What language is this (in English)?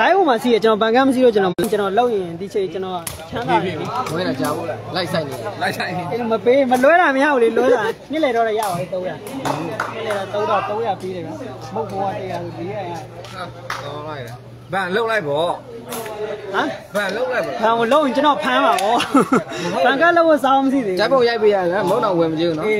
Burmese